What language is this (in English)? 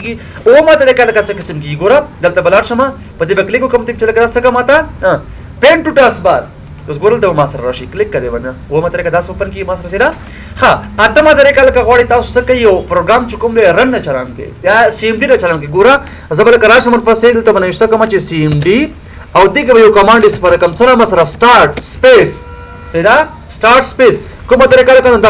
Pashto